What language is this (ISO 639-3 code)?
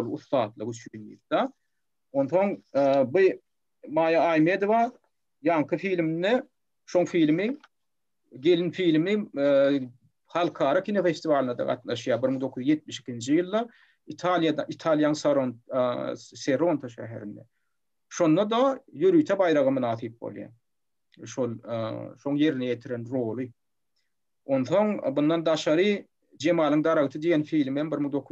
tuk